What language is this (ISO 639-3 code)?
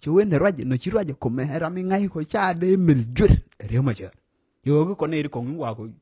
nus